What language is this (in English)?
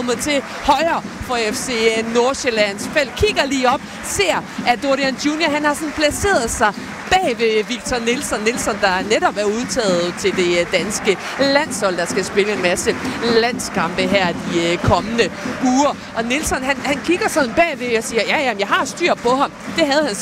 Danish